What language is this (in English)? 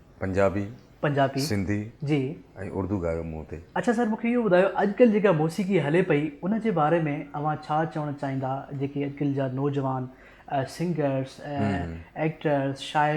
Sindhi